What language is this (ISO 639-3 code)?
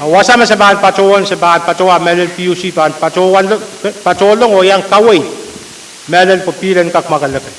pon